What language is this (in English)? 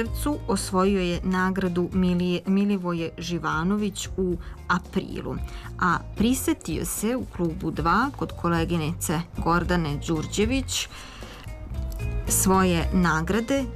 Serbian